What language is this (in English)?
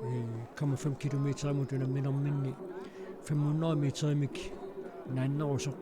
Kalaallisut